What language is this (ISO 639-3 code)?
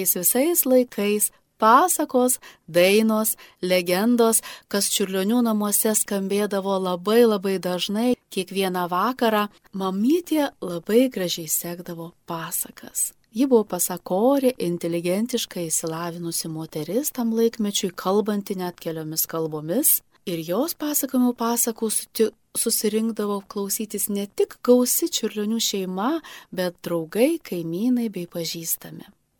lit